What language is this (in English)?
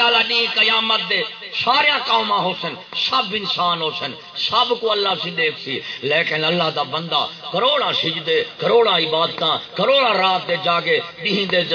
Saraiki